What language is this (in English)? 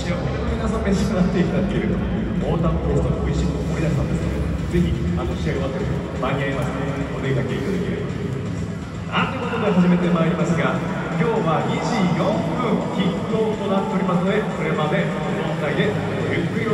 Japanese